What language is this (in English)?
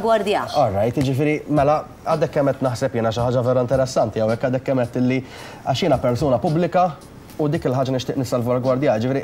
Maltese